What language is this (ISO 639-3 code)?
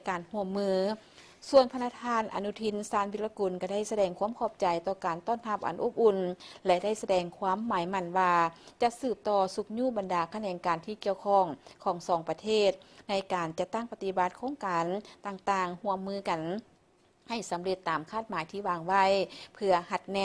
lao